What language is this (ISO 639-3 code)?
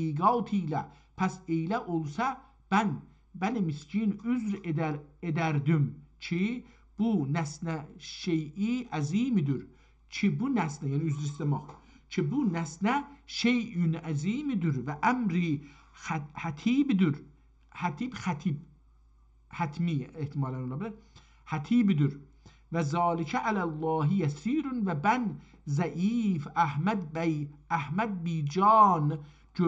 azb